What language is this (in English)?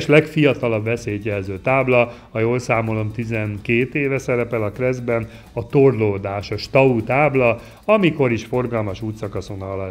Hungarian